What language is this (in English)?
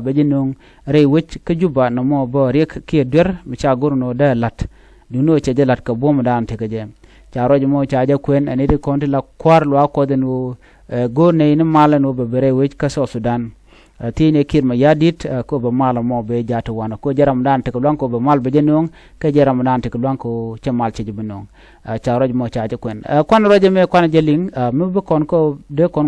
Nuer